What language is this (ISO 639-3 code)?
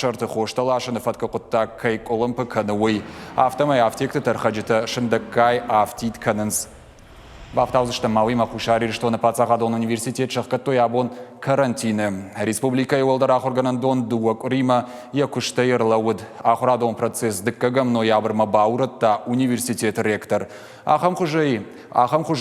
oss